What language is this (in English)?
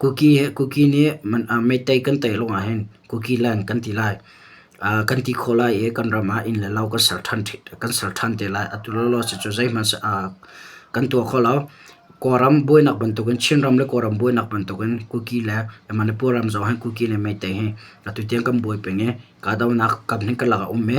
Hakha Chin